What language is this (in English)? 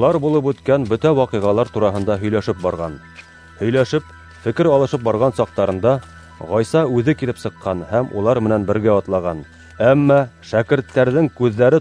Bashkir